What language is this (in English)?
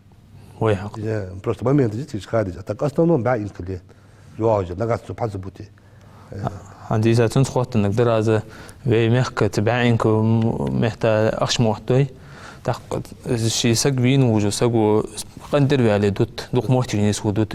Ingush